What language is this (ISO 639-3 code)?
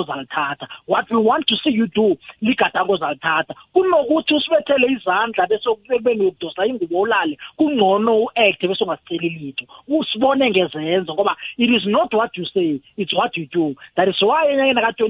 nbl